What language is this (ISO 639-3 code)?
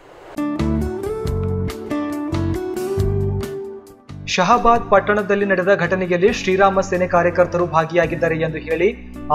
kan